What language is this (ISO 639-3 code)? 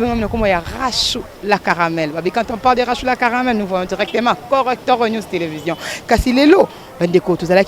lin